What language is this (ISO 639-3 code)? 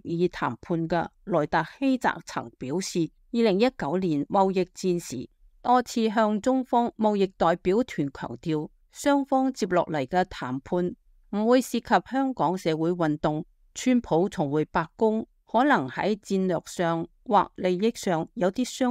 yue